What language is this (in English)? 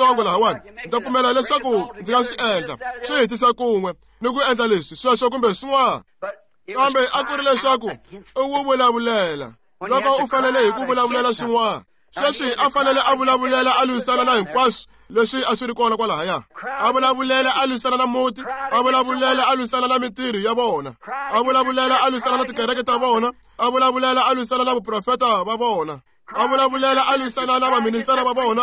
Tsonga